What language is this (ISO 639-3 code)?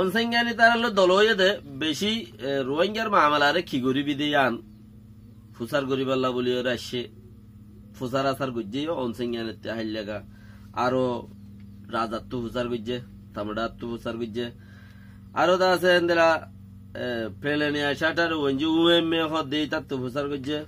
rhg